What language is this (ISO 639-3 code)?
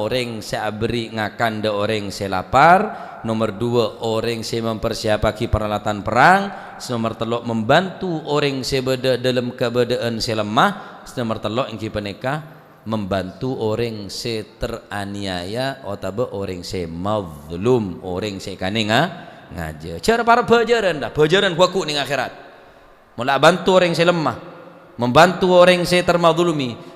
mad